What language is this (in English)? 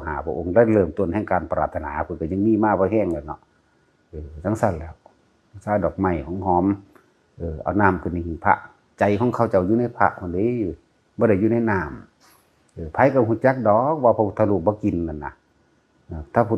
Northeastern Thai